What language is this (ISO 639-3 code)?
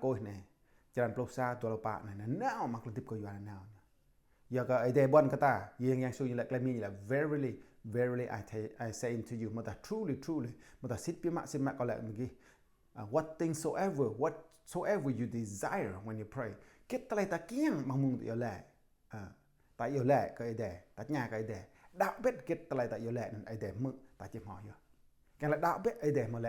jra